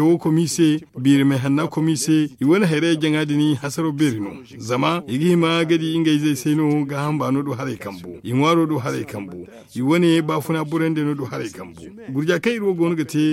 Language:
Zarma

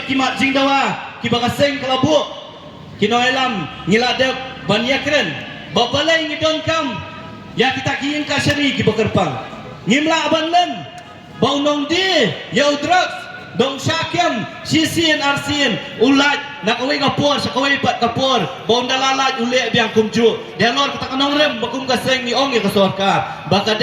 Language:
Khasi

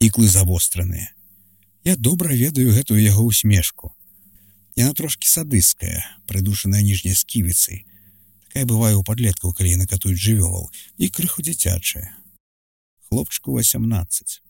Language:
Belarusian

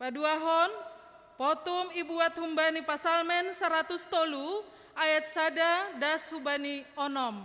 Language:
Batak Simalungun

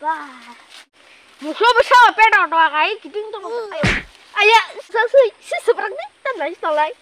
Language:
Kok Borok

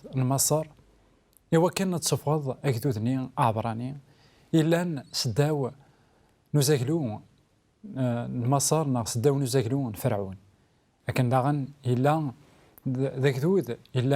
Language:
Kabyle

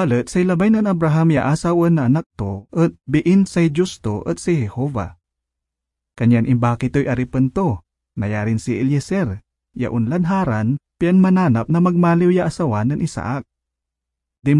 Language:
Pangasinan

